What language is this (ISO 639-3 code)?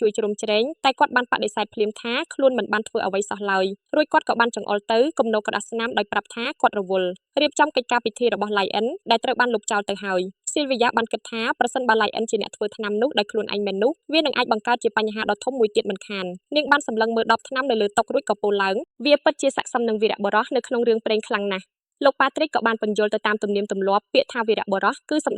khm